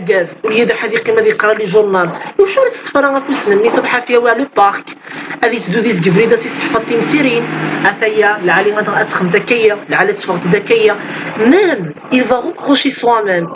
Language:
Kabyle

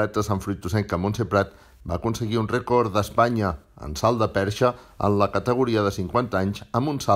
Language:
Catalan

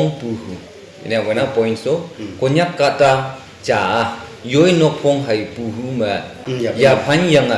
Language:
Naga Pidgin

